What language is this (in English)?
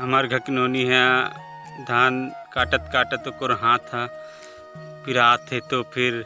Chhattisgarhi